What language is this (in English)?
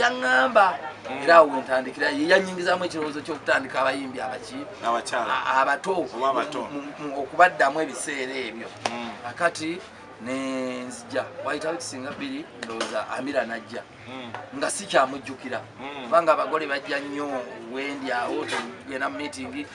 Ganda